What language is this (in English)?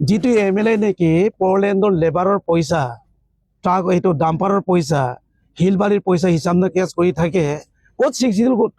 Assamese